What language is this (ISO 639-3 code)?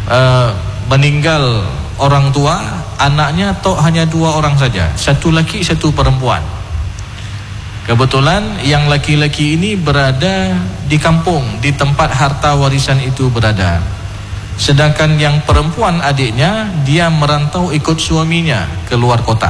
ind